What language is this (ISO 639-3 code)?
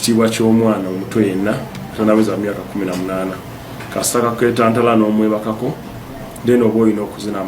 lug